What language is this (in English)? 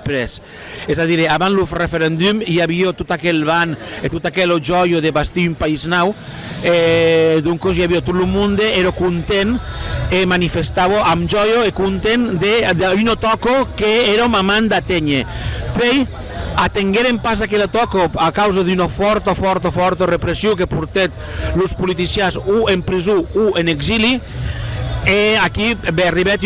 Occitan